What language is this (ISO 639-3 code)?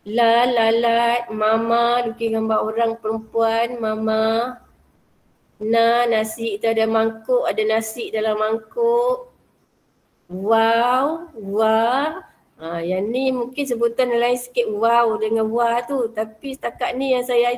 msa